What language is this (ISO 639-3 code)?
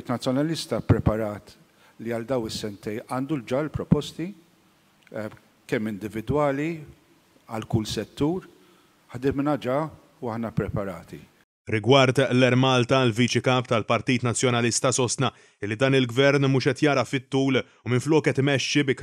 mlt